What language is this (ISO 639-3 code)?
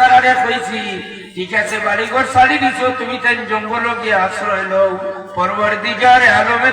syl